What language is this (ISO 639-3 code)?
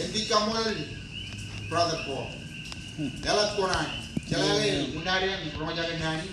mah